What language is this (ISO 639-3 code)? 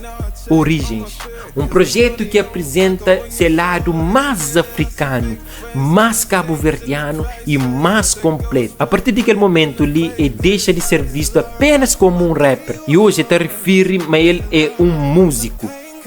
kea